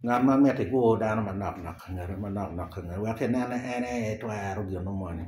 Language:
Acoli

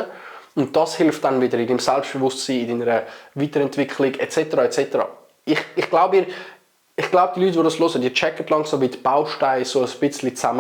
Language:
Swiss German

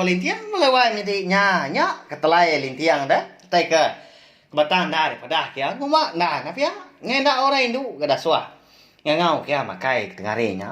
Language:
Iban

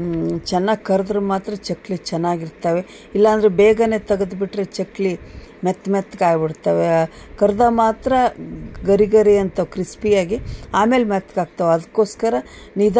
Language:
Kannada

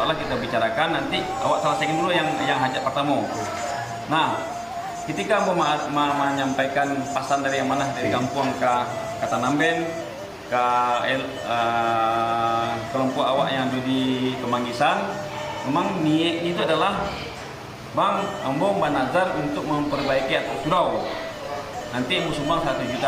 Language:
Minangkabau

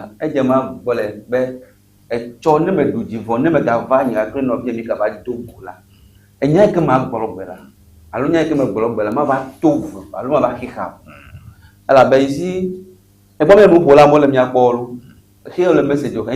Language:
Ewe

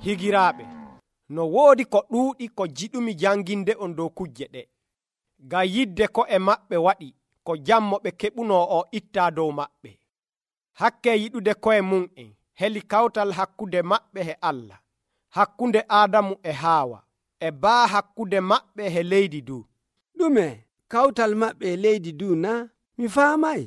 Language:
Nigerian Fulfulde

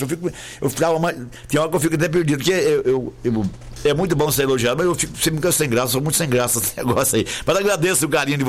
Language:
Portuguese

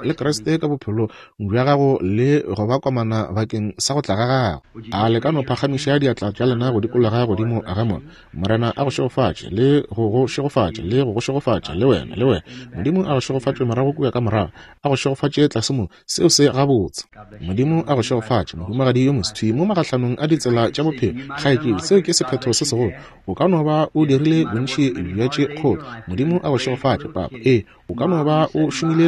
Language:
Northern Sotho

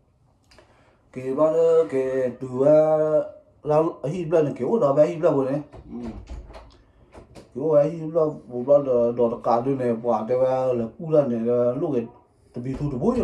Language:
S'gaw Karen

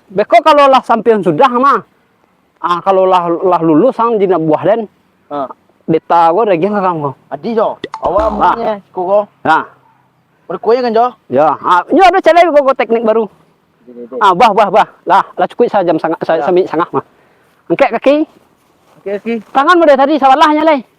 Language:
Minangkabau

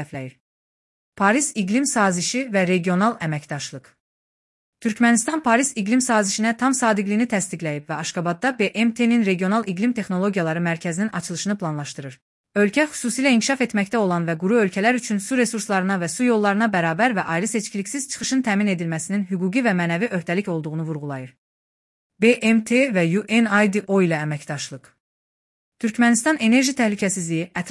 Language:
Azerbaijani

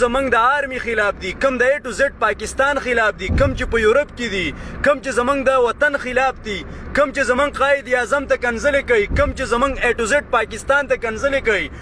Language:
Pashto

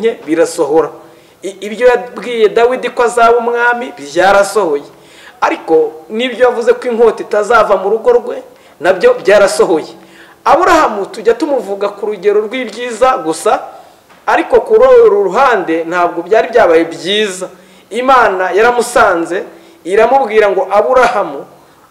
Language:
Kinyarwanda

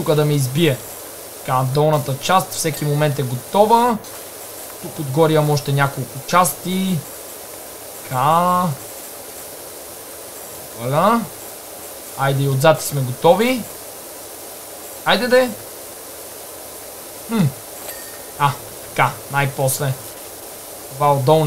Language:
Bulgarian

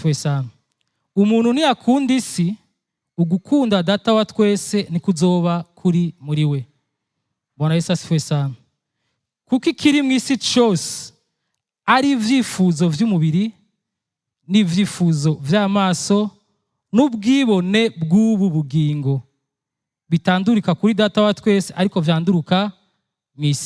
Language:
Rundi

